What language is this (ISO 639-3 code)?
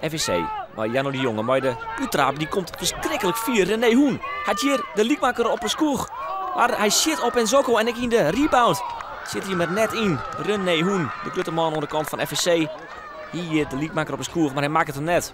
fry